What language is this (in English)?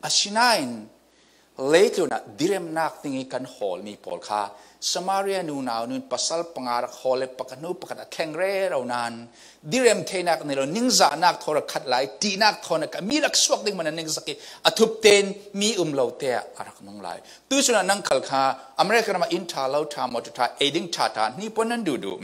Falam Chin